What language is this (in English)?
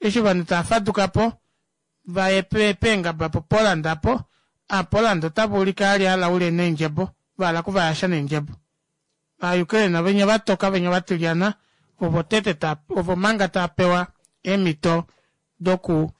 Kuanyama